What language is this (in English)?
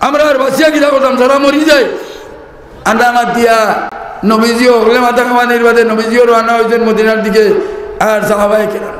Sylheti